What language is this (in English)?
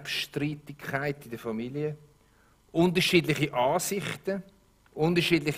Swiss German